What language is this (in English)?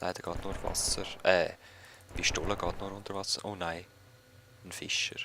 Swiss German